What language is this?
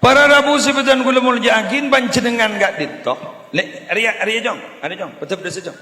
Madurese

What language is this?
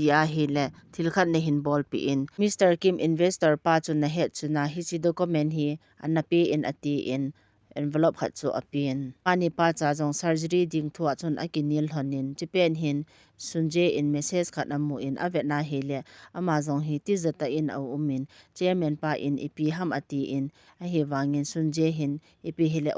Thado Chin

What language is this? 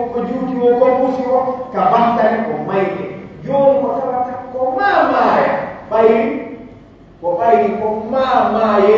Pular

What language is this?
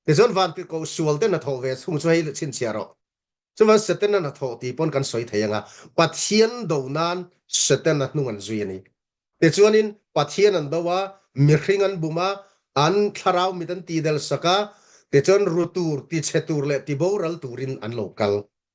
Mizo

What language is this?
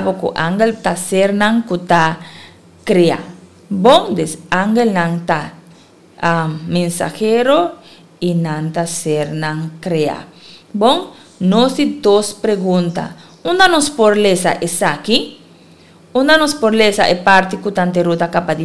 Papiamento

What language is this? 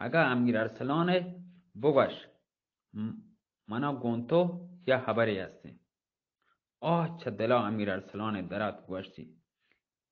Baluchi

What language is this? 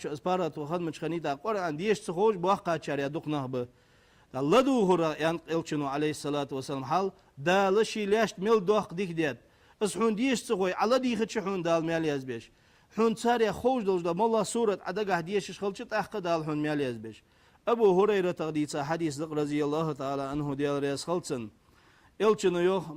Ingush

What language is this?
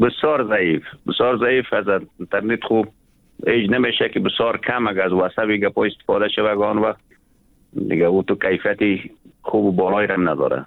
Persian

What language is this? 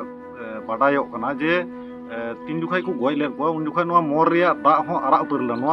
Santali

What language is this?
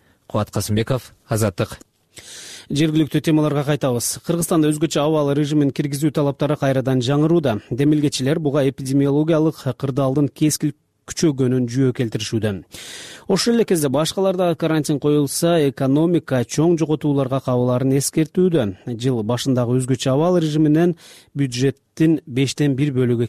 Kyrgyz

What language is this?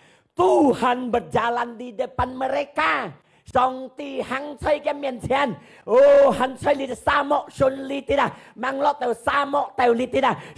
Hakka Chinese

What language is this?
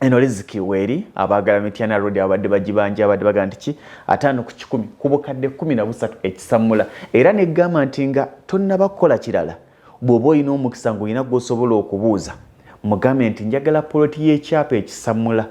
Ganda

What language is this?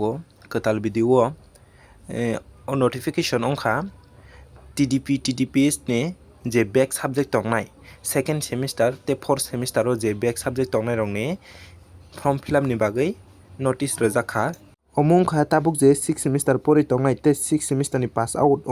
Kok Borok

